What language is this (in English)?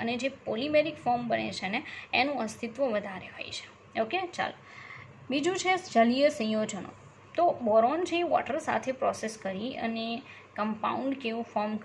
Gujarati